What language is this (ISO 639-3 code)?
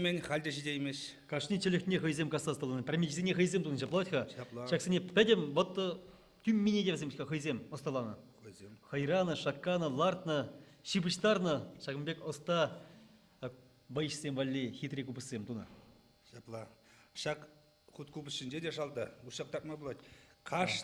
chv